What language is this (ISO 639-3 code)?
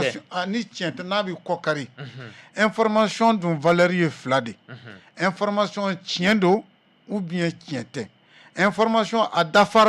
bam